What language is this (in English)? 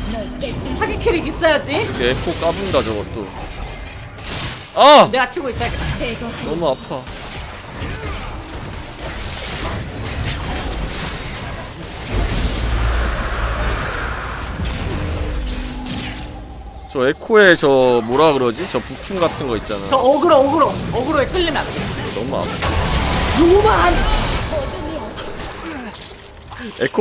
Korean